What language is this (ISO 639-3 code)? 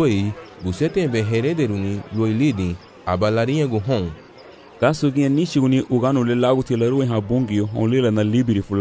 cab